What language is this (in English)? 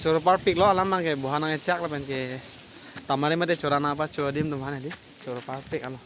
Karbi